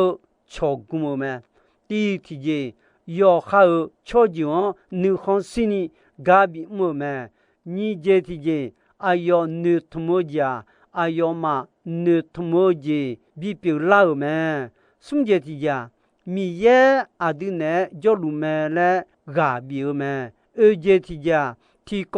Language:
Akha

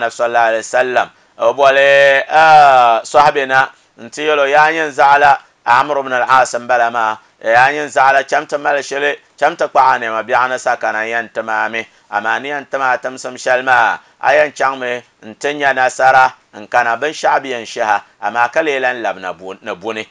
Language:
Dagbani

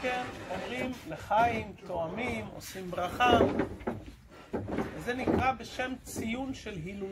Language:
Hebrew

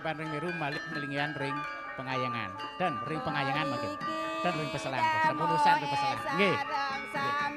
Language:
Balinese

